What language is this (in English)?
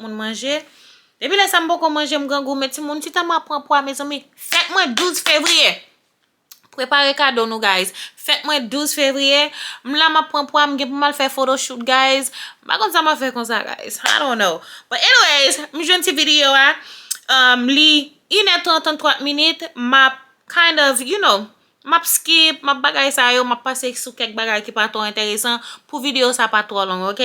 Haitian Creole